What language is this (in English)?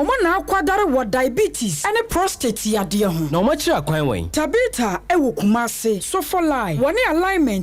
Akan